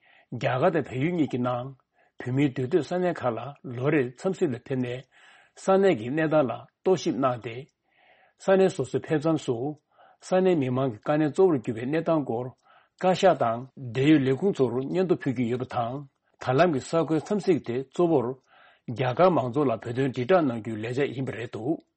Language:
Tibetan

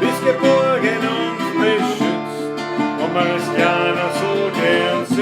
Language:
Bavarian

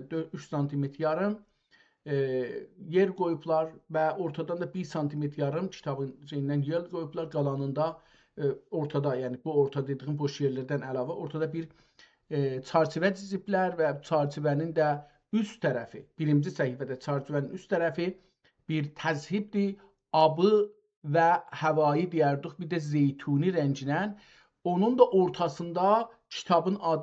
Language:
South Azerbaijani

